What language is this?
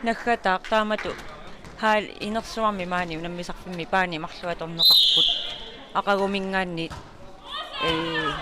Kalaallisut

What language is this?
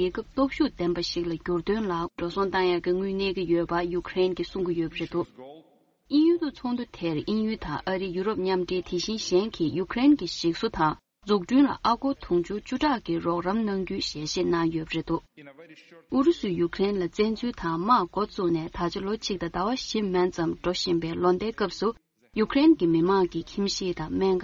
Tibetan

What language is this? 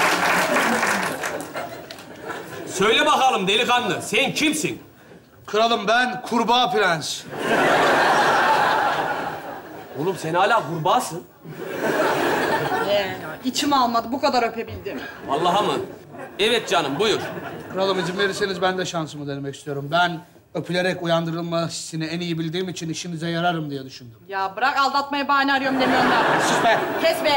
Turkish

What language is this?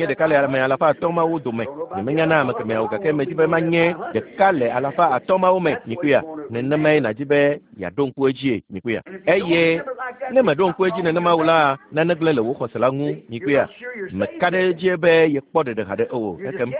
Ewe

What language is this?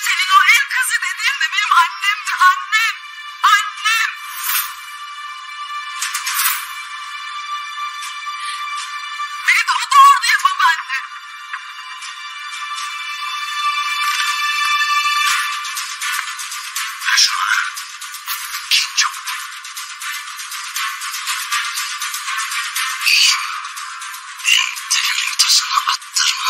Turkish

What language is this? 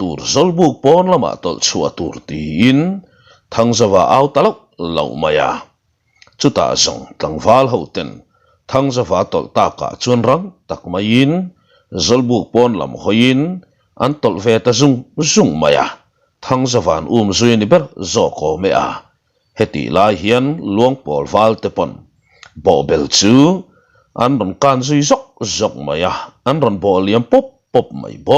Mizo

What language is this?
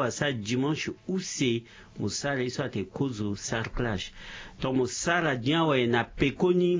Sango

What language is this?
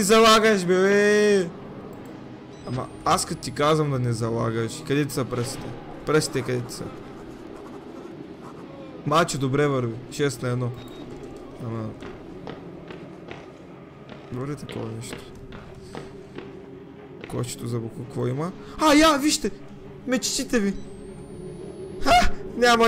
Bulgarian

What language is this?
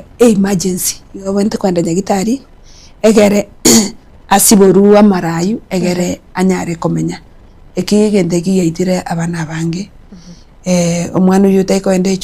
Gusii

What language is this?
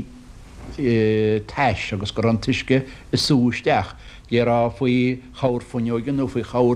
Irish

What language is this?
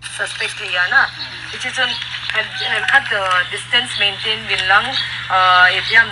Paite Chin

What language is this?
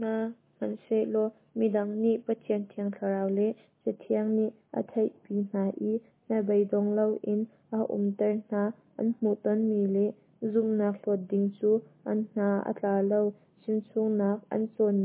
Hakha Chin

